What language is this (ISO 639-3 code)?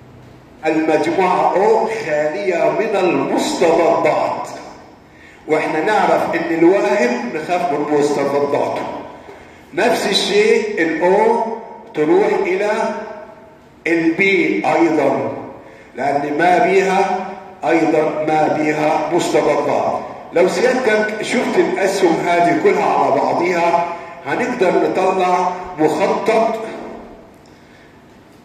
ara